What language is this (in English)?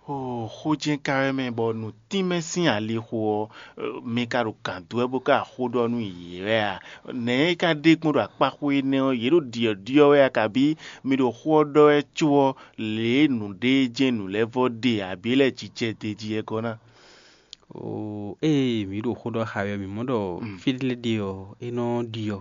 Fon